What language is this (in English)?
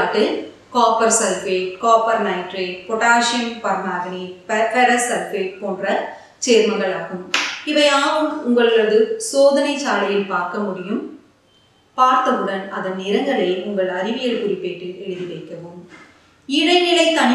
Tamil